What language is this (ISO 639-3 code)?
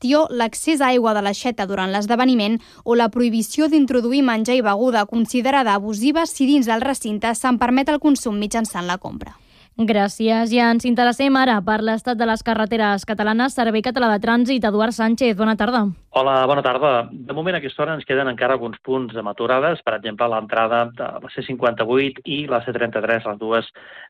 cat